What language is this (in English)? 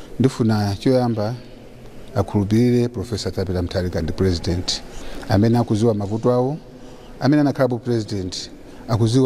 Nyanja